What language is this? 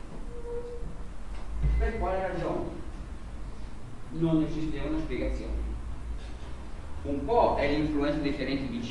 Italian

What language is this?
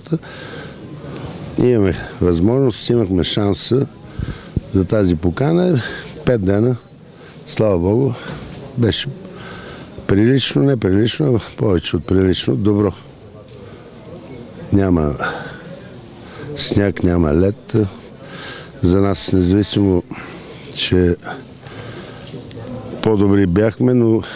Bulgarian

